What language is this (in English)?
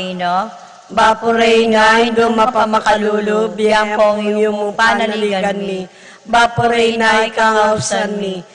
Pampanga